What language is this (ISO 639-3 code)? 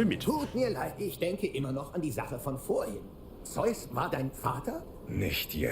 bar